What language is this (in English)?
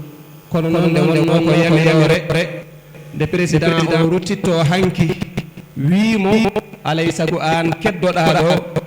Fula